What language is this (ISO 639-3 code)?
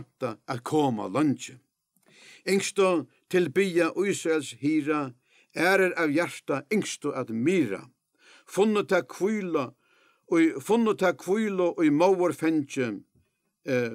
fao